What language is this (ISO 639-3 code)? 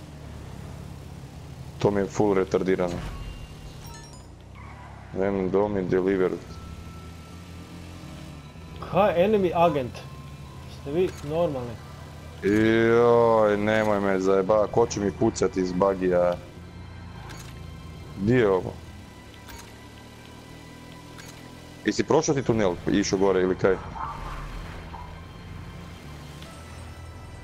hrv